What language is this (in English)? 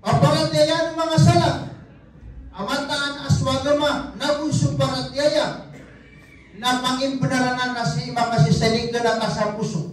Maranao